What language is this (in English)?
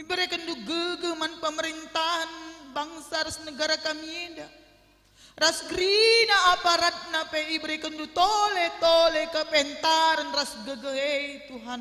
Batak Karo